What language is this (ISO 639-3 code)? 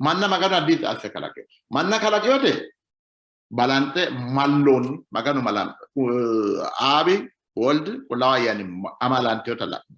sid